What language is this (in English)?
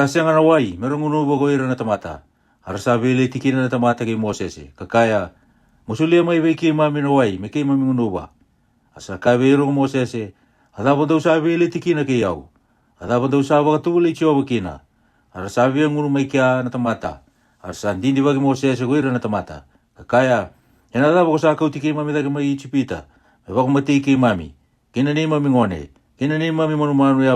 Fijian